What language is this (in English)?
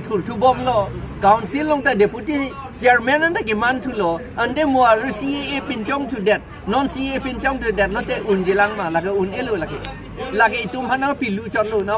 Karbi